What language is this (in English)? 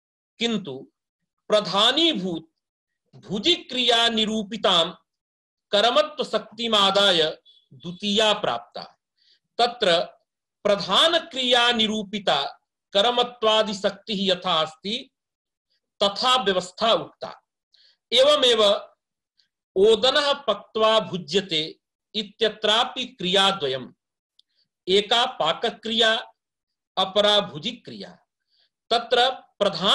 Sanskrit